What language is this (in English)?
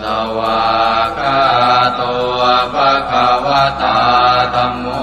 Pali